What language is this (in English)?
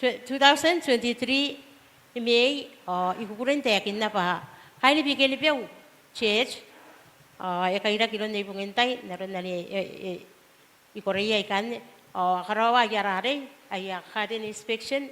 Gilbertese